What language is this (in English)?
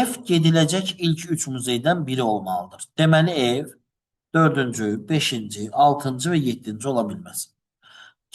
Azerbaijani